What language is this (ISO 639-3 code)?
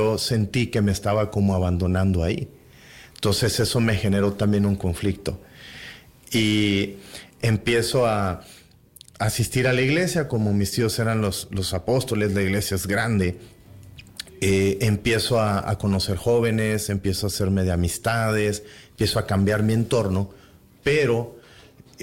spa